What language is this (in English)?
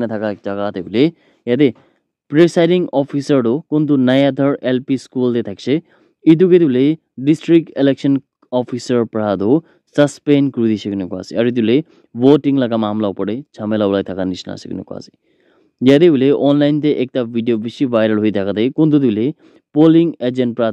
Naga Pidgin